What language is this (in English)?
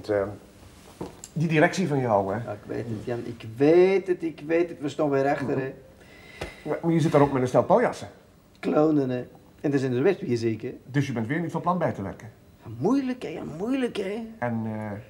Dutch